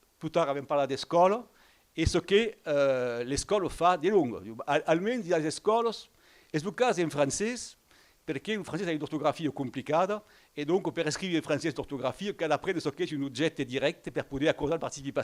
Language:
Occitan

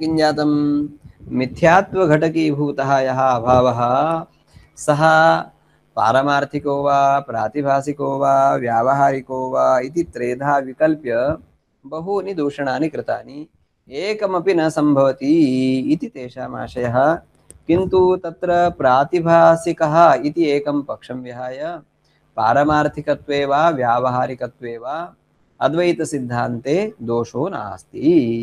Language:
Sanskrit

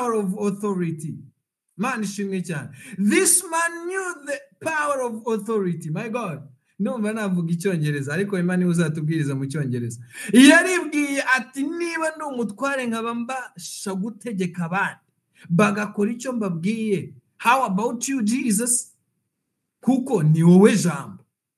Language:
Kinyarwanda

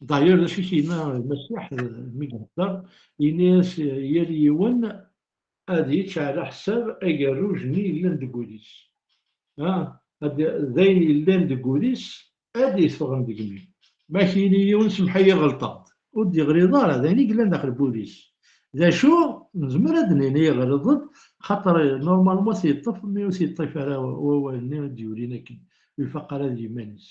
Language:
Kabyle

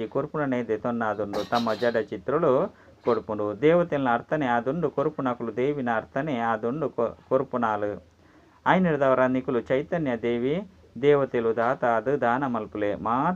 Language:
Tulu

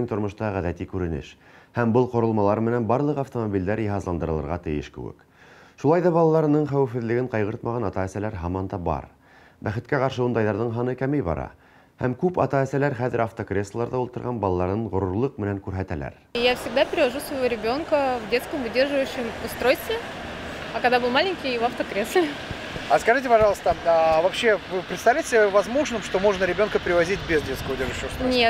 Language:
Bashkir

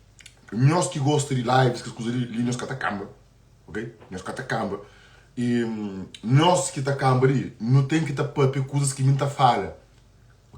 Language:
Kabuverdianu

